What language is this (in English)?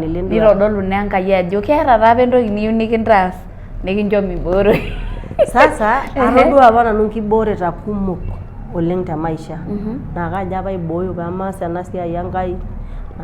Masai